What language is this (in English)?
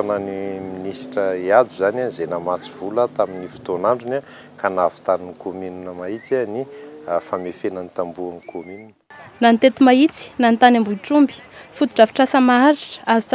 Malagasy